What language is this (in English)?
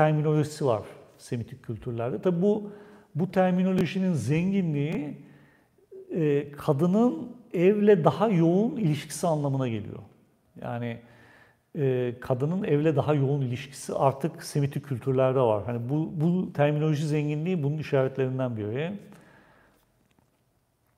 Turkish